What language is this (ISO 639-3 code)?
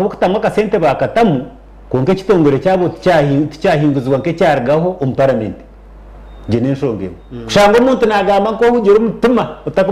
nyn